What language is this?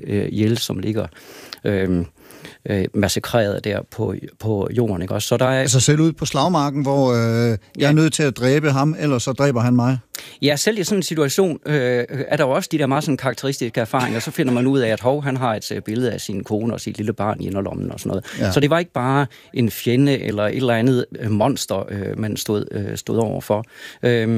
Danish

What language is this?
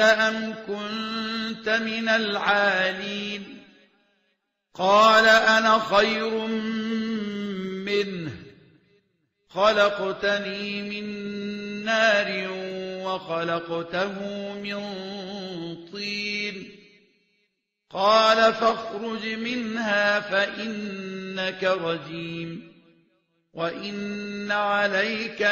Arabic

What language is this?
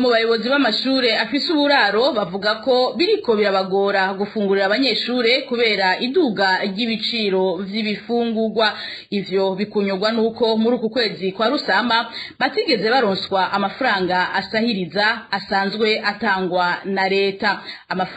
Rundi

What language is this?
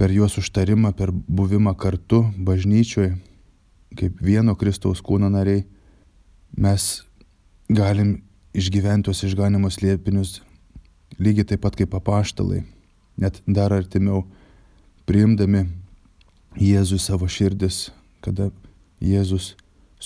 Lithuanian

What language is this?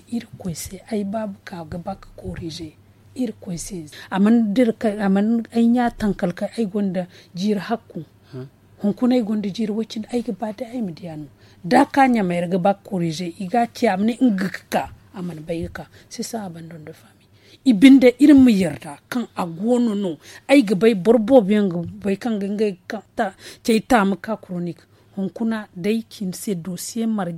Zarma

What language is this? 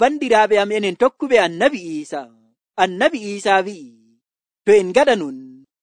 Nigerian Fulfulde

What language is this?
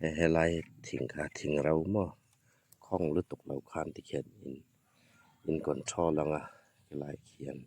Hmar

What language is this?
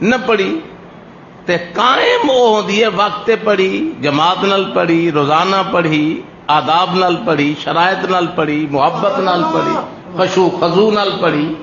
Saraiki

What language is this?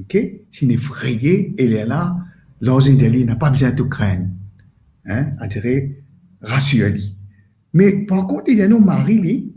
Morisyen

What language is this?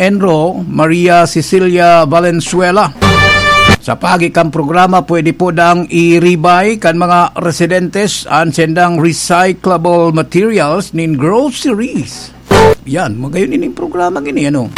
Bikol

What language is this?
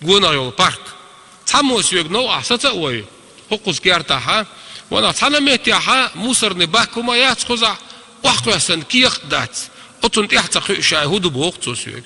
Chechen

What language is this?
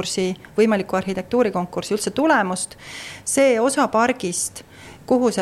Estonian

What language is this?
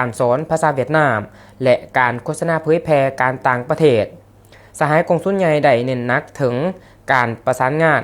Lao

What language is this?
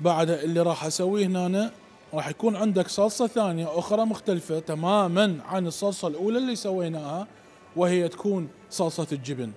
Mesopotamian Arabic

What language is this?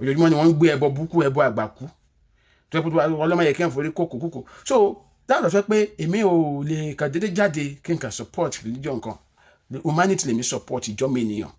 Yoruba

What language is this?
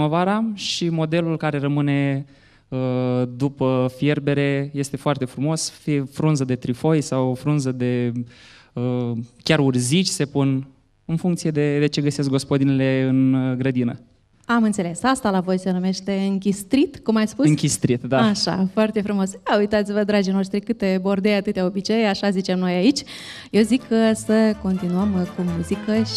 Romanian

